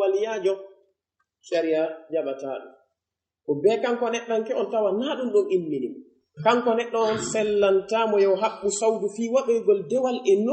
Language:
Pular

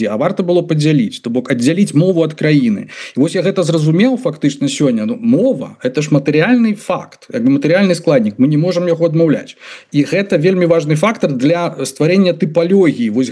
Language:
Belarusian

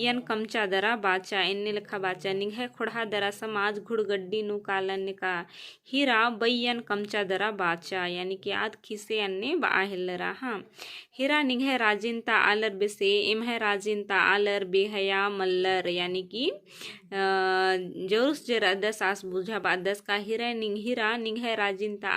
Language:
Kurukh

